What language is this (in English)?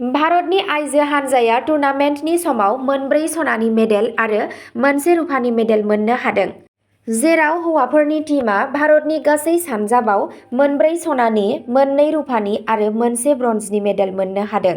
Bodo